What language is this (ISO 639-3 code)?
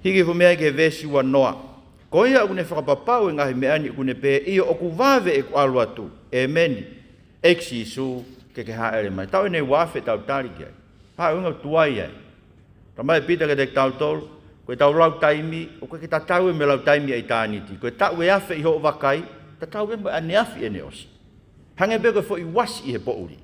ton